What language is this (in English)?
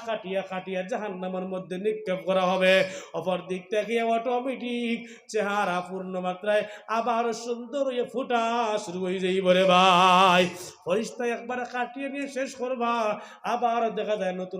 Sylheti